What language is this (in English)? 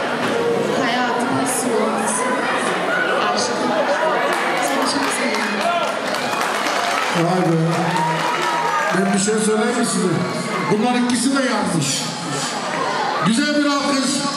Turkish